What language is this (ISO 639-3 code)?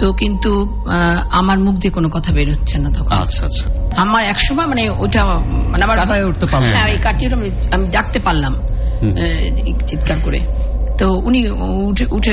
ben